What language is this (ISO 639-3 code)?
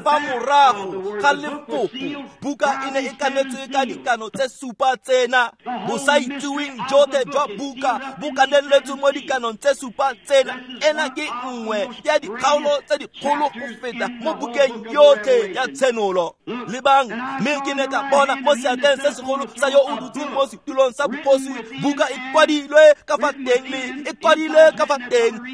tsn